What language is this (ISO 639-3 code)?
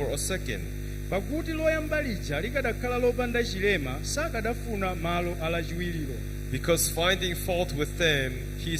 nya